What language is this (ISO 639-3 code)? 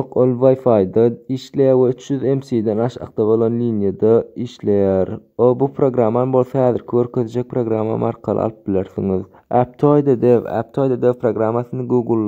tuk